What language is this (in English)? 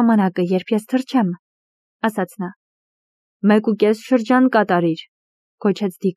Armenian